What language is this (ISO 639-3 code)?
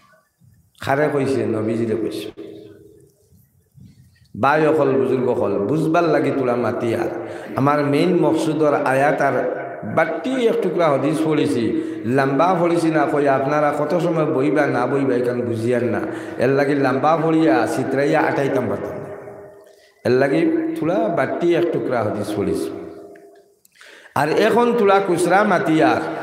syl